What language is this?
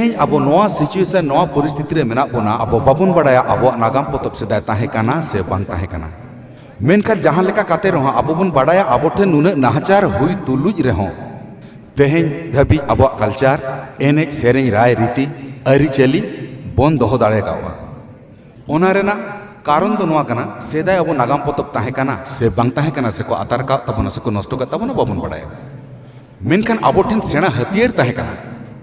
Santali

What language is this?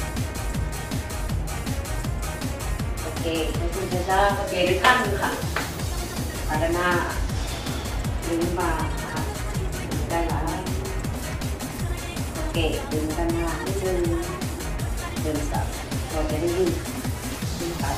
Thai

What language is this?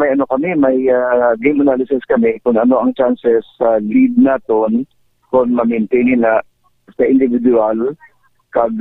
Hiligaynon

